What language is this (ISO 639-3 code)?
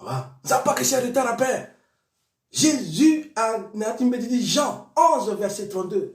sag